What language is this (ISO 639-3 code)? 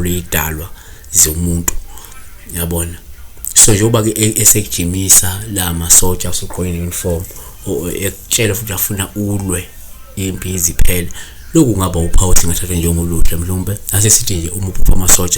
zul